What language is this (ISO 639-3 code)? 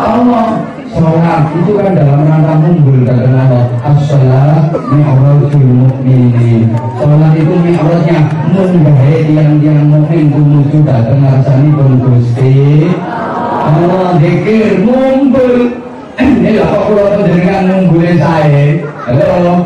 jav